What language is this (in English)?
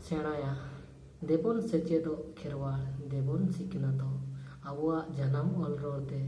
Santali